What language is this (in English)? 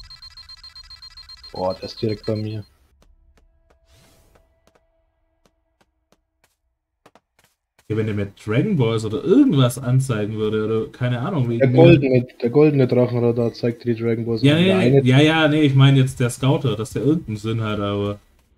German